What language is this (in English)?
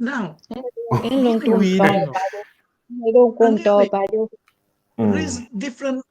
Acoli